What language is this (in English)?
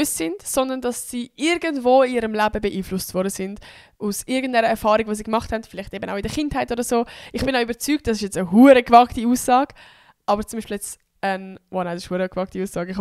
Swiss German